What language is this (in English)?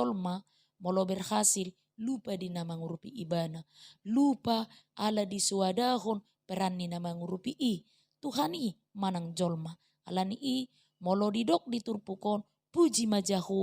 Batak Toba